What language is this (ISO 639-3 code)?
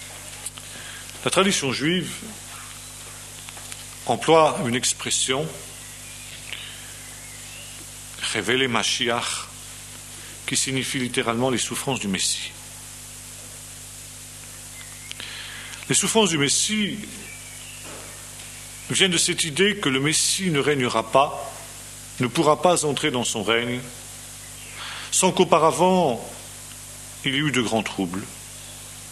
fra